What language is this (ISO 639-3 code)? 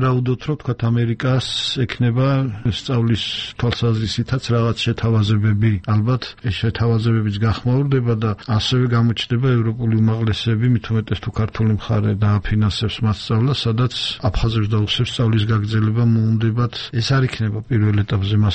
kat